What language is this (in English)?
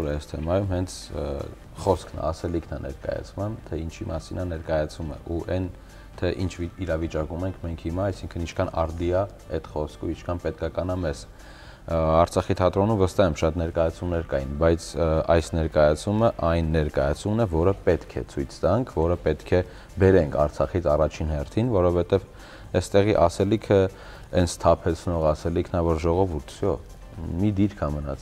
Armenian